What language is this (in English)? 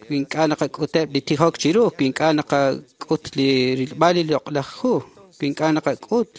Kekchí